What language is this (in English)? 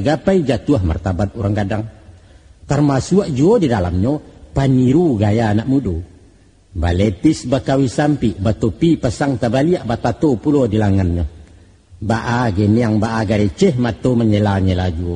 Minangkabau